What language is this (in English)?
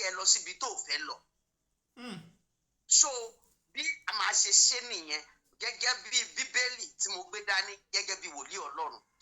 Yoruba